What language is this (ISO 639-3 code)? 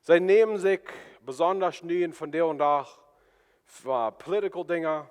pdt